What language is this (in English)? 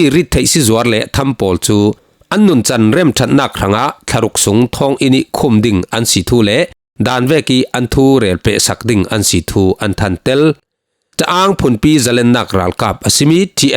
Falam Chin